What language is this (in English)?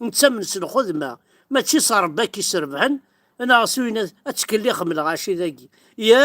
Kabyle